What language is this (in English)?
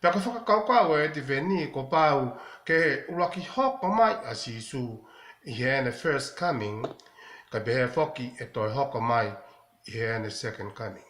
Tongan